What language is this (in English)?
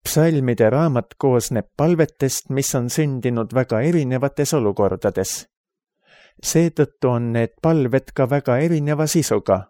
Estonian